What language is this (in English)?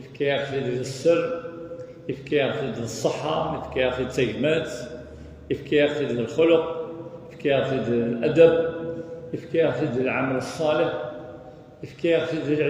Kabyle